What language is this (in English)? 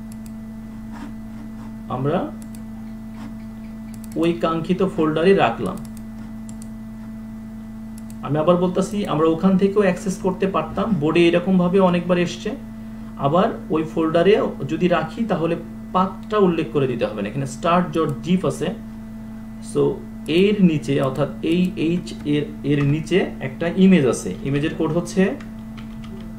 Bangla